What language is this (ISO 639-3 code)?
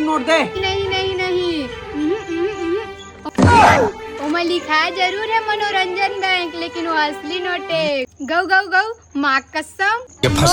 hne